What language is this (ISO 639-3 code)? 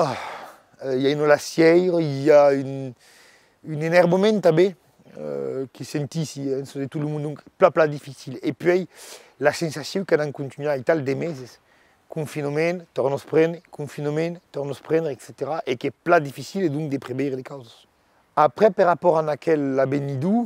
oci